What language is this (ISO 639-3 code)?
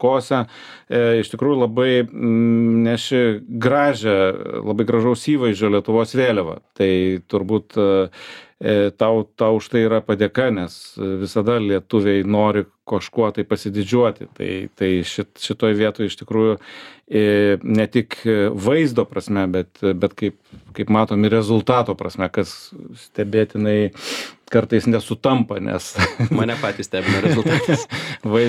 lit